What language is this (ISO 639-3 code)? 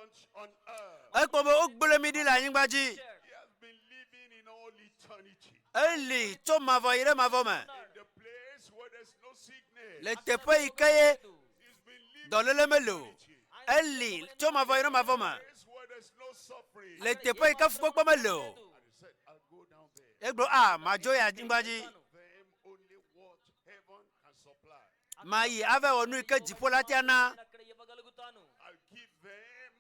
ewe